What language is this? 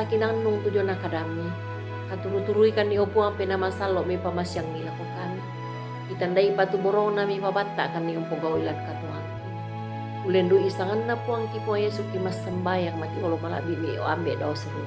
Toraja-Sa'dan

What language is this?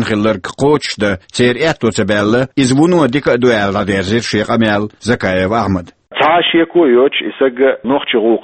Chechen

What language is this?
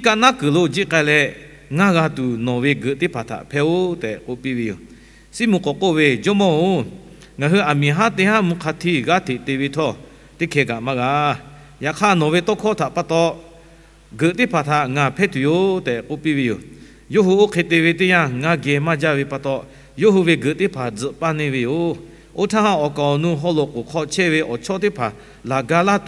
Lahu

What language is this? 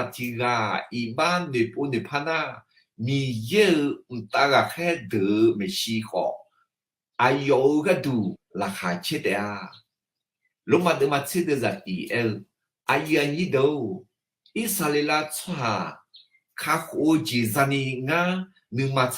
Akha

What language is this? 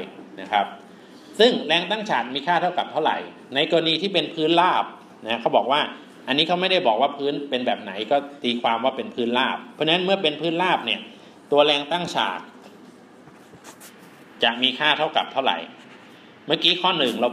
Thai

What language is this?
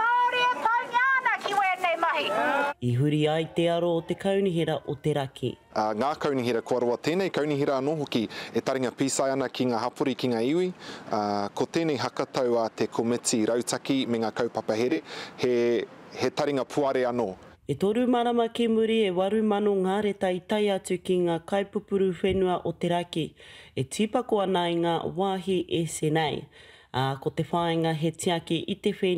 Māori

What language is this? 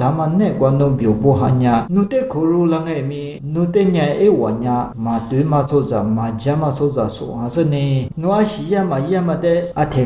Lisu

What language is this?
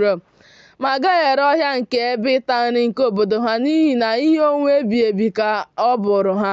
Igbo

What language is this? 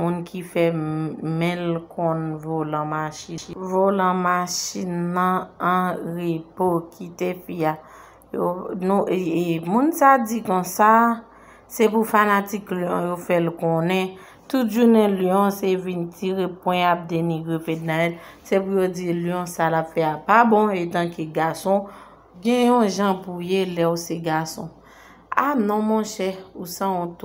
Haitian Creole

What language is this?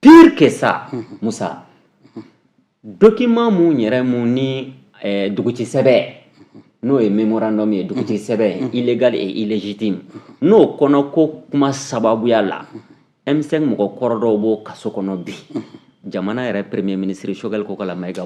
Bambara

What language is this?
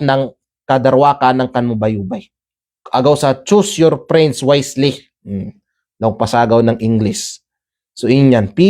Kalagan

